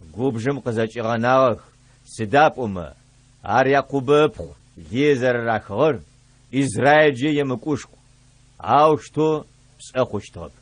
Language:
Adyghe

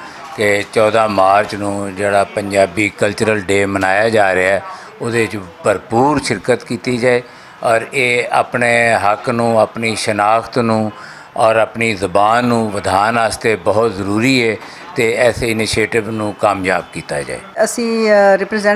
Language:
Western Panjabi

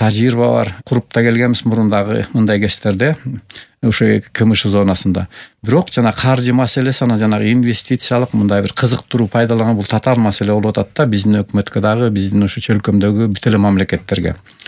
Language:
Kyrgyz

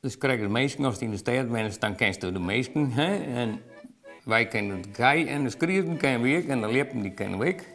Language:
Western Frisian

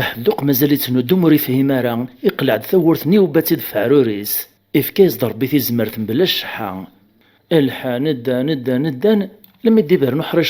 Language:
Kabyle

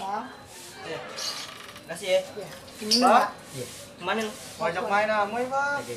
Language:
Betawi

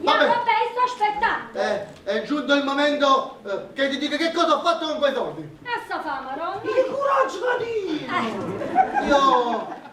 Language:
Neapolitan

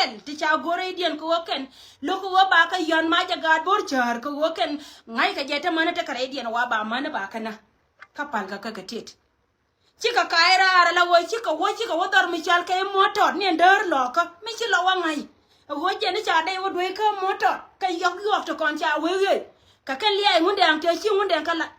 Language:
Nuer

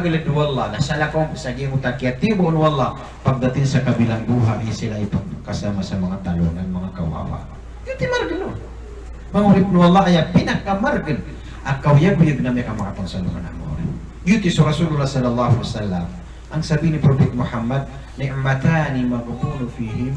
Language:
Maranao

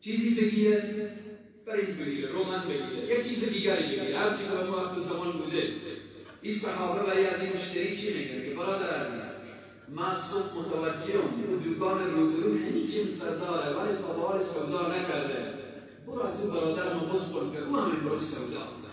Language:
Persian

